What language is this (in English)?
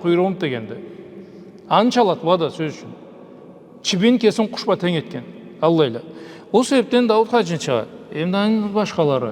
Karachay-Balkar